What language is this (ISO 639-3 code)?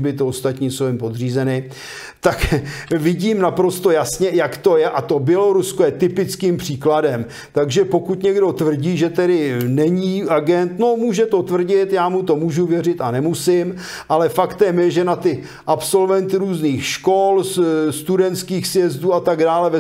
ces